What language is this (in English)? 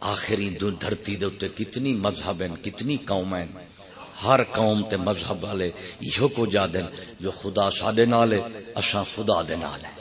Saraiki